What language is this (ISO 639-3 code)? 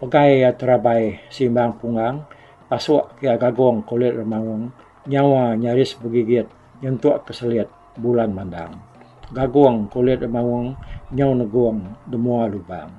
iba